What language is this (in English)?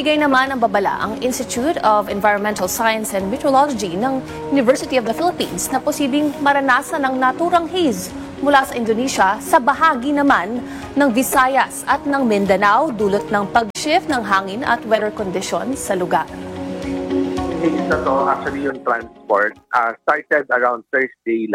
Filipino